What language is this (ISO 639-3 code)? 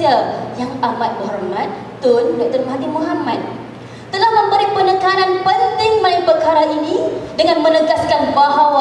msa